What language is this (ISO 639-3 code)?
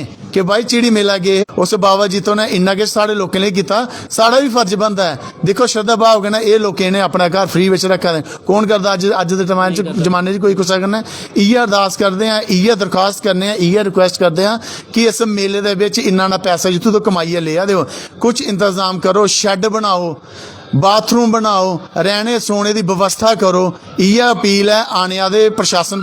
doi